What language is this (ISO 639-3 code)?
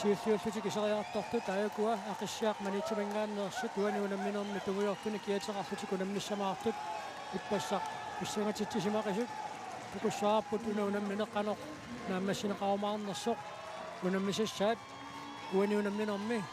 kal